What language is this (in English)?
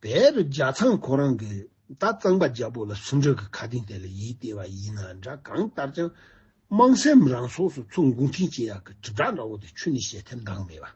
Tibetan